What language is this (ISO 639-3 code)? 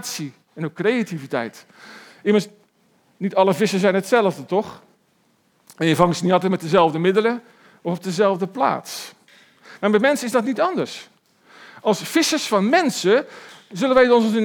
nld